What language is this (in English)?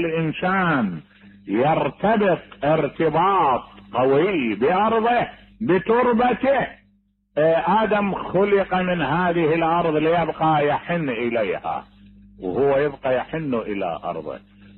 Mesopotamian Arabic